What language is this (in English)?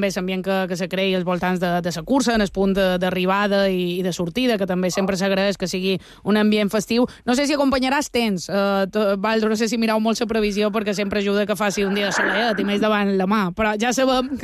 Catalan